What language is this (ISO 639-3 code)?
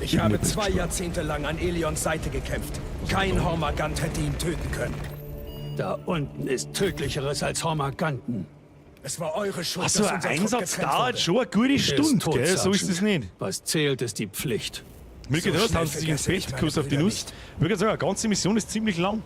bar